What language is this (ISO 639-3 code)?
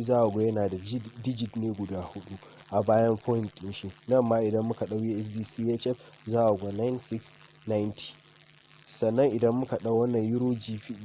hau